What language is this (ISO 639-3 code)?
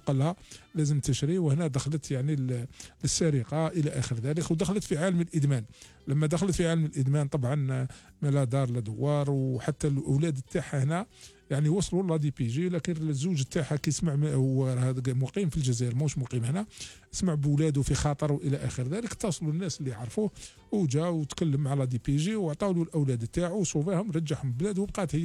arq